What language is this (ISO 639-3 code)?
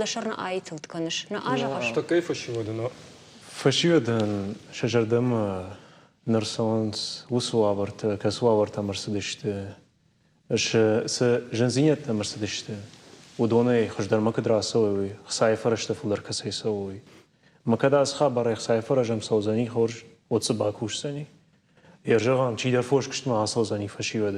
oss